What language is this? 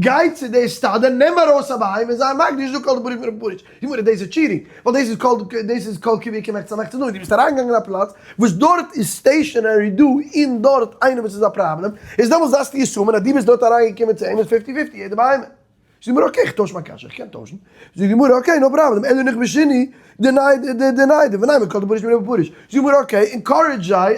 Yiddish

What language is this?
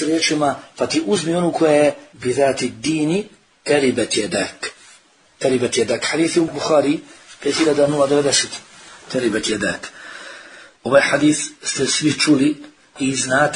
Bosnian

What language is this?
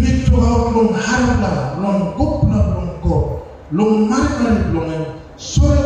Tok Pisin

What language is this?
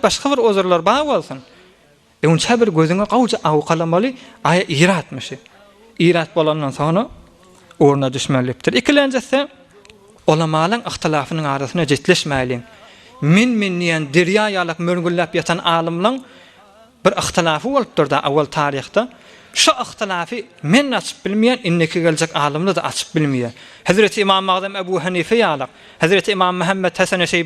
Turkmen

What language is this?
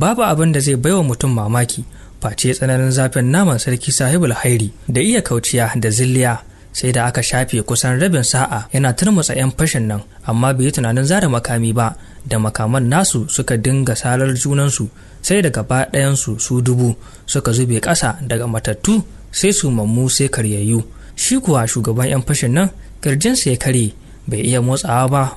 Hausa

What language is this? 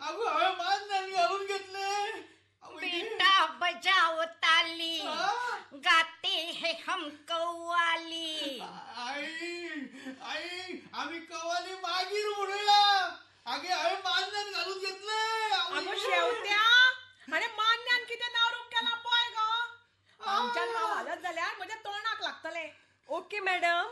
Konkani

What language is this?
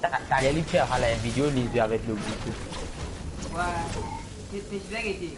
Morisyen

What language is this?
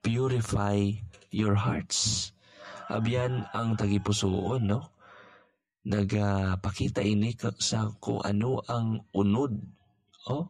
Hiligaynon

